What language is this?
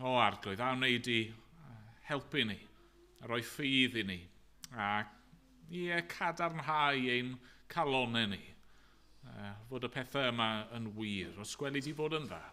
Welsh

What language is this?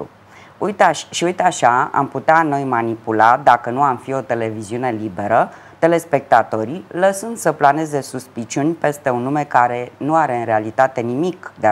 Romanian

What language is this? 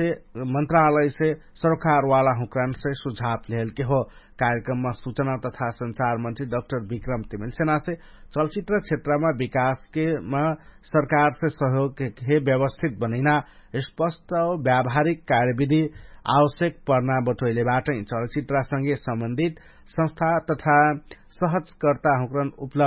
Dangaura Tharu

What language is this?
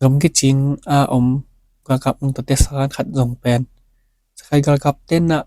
Tedim Chin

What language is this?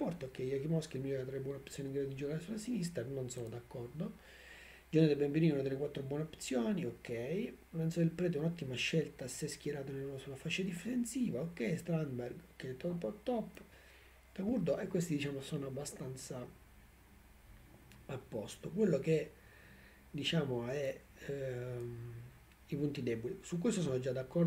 Italian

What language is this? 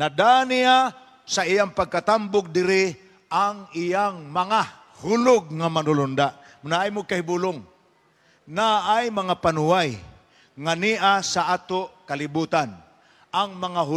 Cebuano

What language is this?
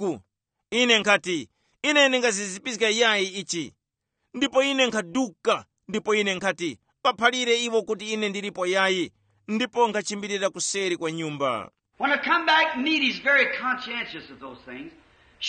Tumbuka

